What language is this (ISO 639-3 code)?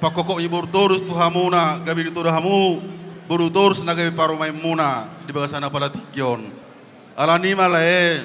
bbc